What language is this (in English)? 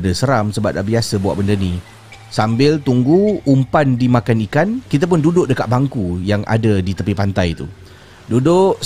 Malay